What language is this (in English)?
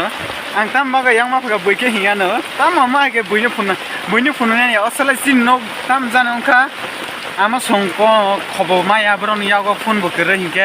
Kok Borok